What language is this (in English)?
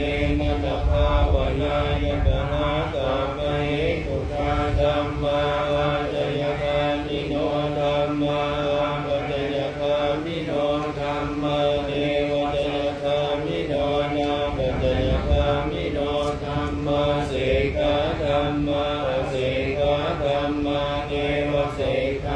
Pali